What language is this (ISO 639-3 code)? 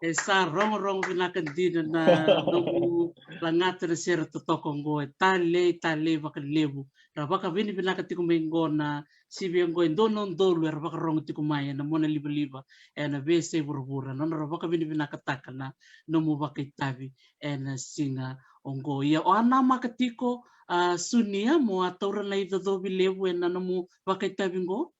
fij